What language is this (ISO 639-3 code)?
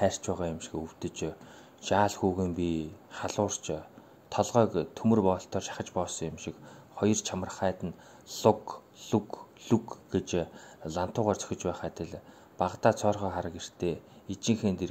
mon